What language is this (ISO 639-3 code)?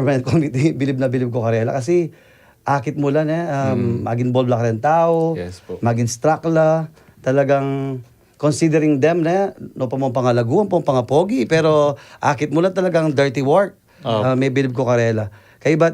pam